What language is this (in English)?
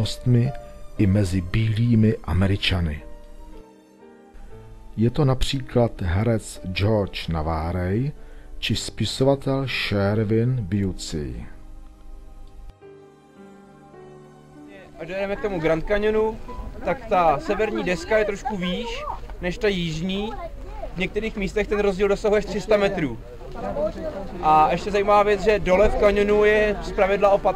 Czech